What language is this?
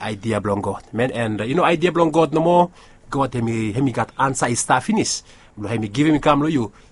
Bislama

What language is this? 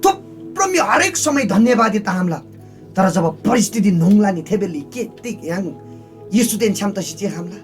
Eastern Tamang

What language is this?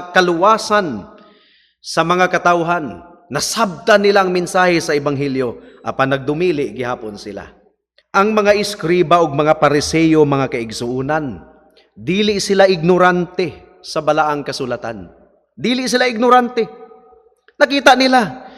Cebuano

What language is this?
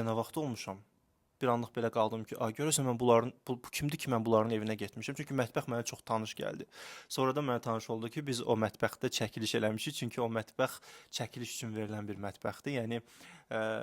Azerbaijani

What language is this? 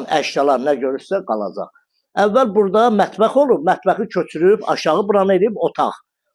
Azerbaijani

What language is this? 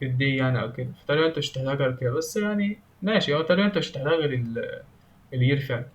Egyptian Arabic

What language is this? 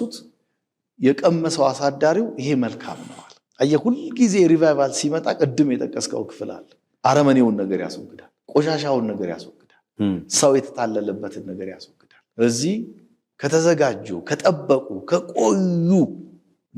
Amharic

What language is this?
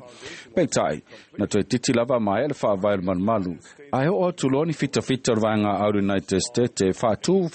Samoan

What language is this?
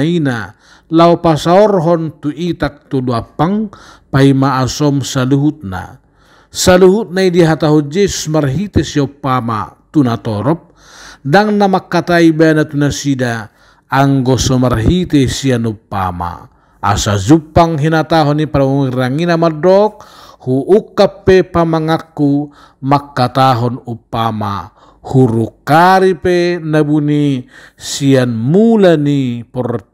Batak Toba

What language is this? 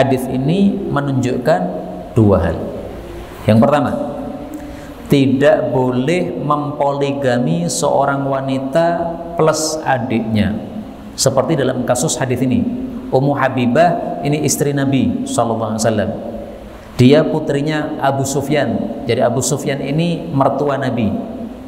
Indonesian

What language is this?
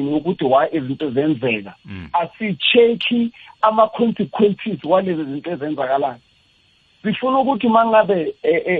South Ndebele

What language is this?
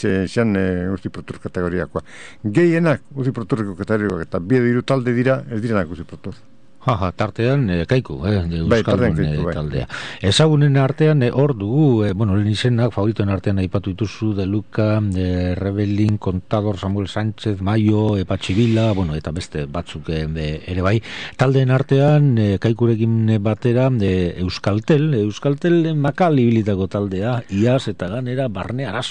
Basque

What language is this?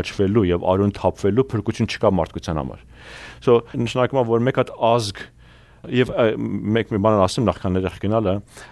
Armenian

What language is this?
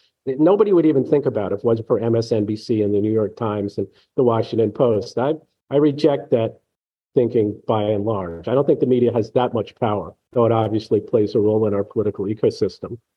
English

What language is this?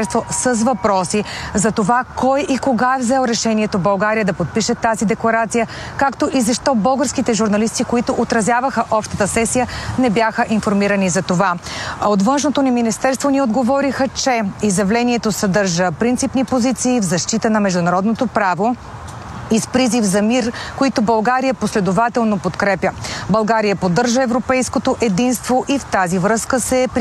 Bulgarian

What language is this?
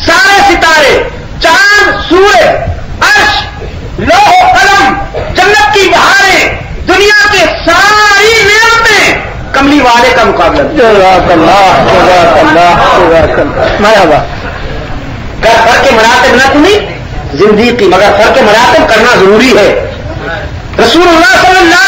Urdu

